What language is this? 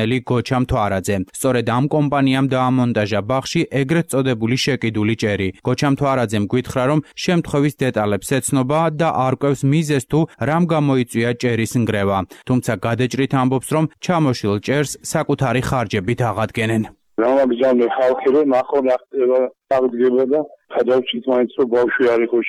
Georgian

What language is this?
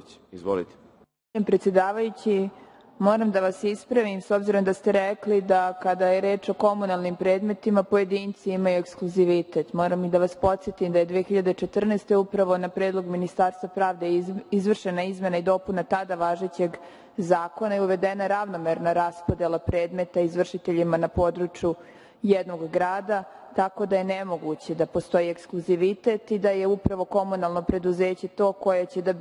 Serbian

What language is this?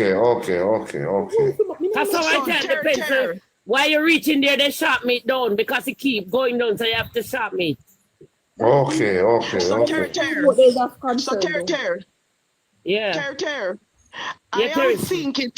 Jamaican Creole English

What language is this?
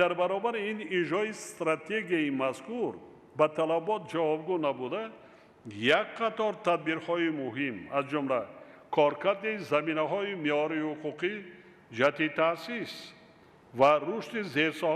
Tajik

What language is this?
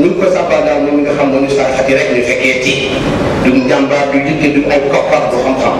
Wolof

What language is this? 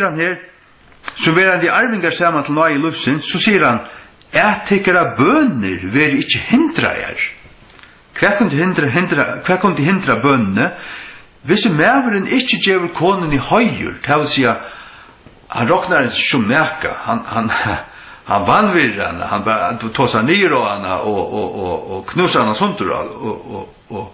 Faroese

